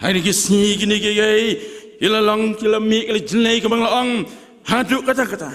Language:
Khasi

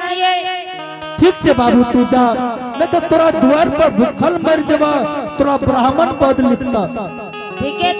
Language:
Angika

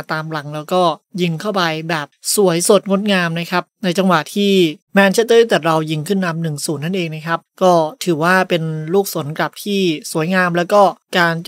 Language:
Thai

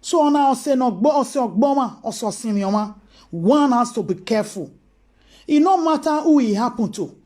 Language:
Nigerian Pidgin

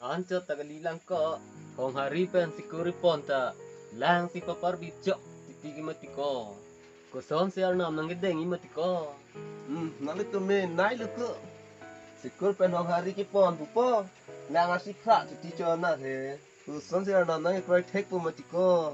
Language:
Karbi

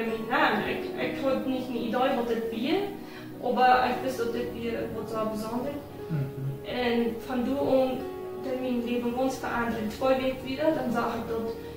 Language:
Plautdietsch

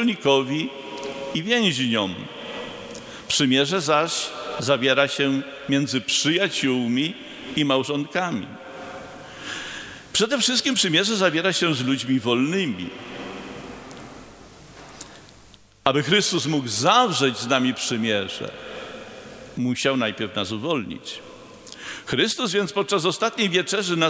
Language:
Polish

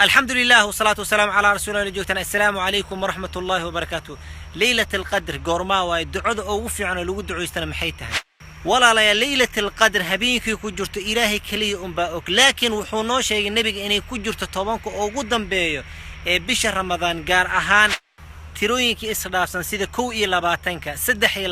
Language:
Somali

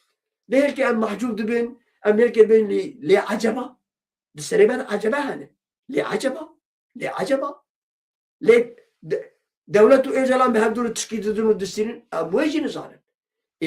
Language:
Kurdish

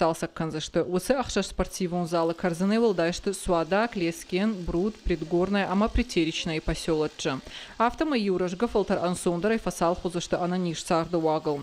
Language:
Ossetic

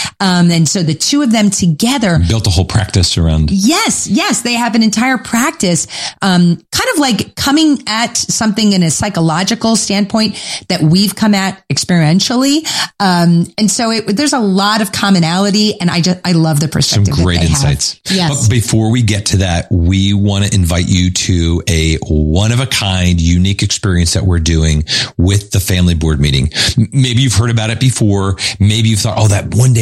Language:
English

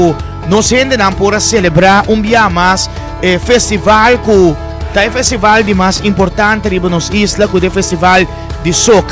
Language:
Papiamento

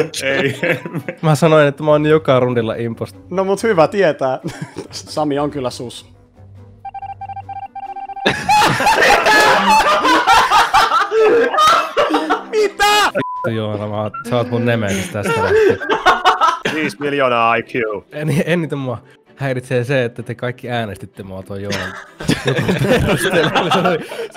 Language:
Finnish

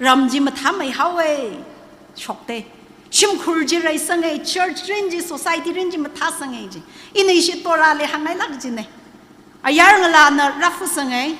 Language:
Tangkhul Naga (India)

